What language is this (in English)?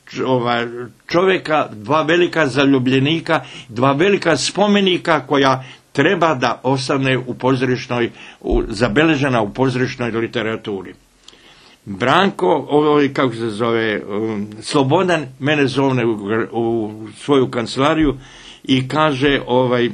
Bosnian